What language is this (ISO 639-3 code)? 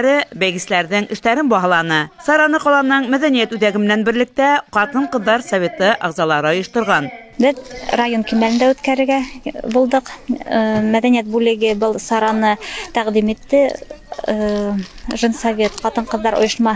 bak